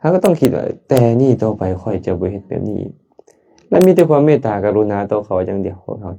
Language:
Lao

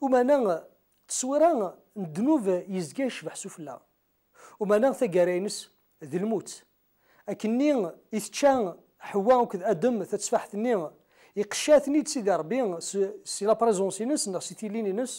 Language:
Kabyle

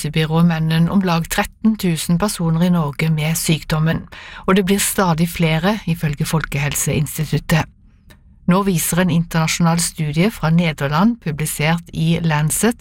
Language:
Norwegian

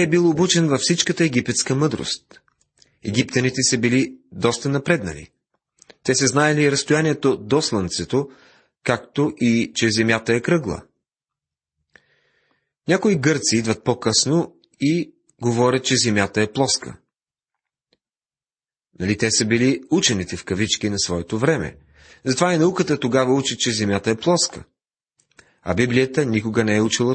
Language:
Bulgarian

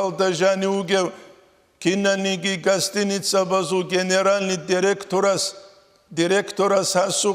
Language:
Avaric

